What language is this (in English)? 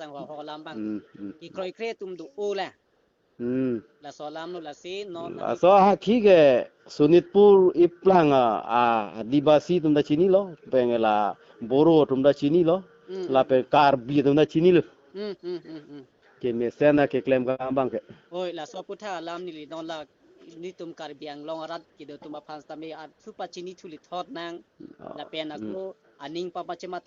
Karbi